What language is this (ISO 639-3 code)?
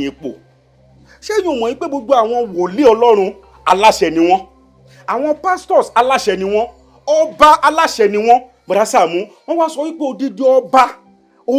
yor